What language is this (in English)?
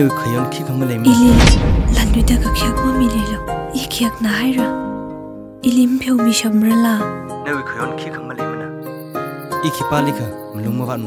Tangkhul Naga (India)